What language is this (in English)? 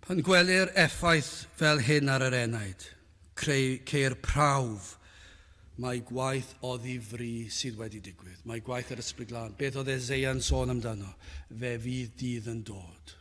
Welsh